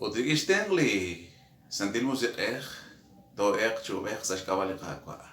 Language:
Kekchí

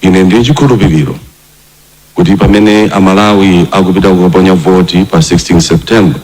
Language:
Nyanja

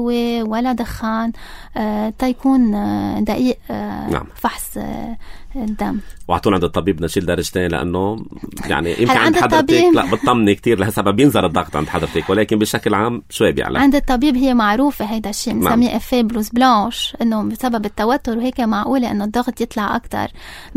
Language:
North Levantine Arabic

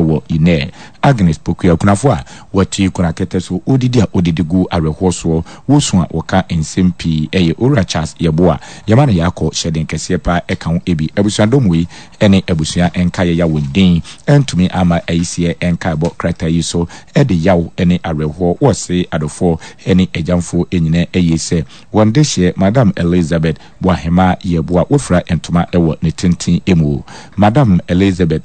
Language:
Akan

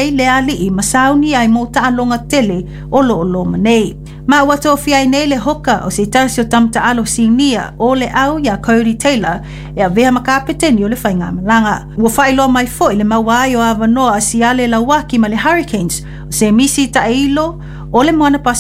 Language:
Samoan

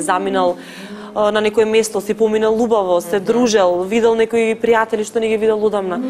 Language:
Macedonian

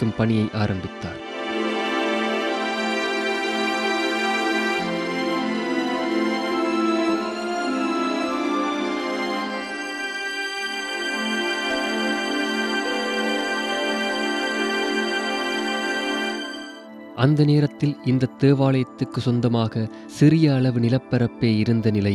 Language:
Tamil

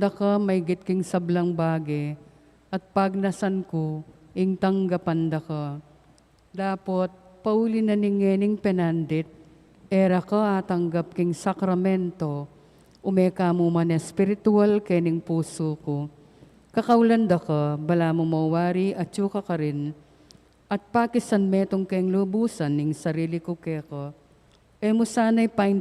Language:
Pampanga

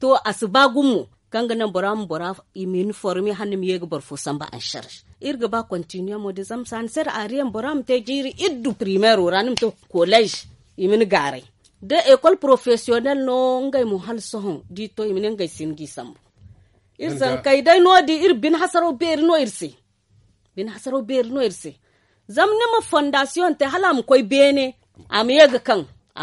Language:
Zarma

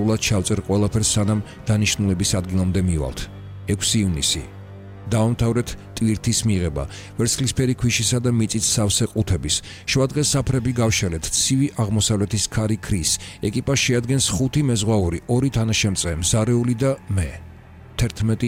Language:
Georgian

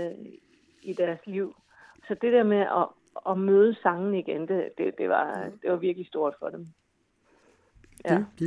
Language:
Danish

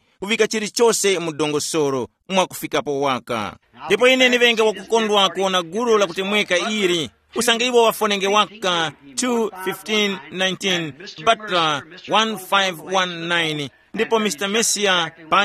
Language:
Tumbuka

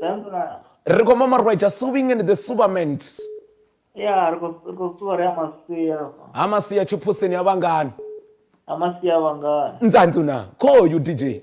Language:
Venda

